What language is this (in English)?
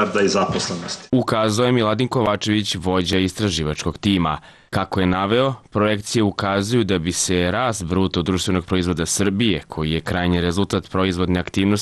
Serbian